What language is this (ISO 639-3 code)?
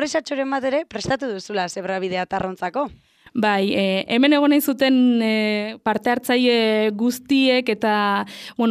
eus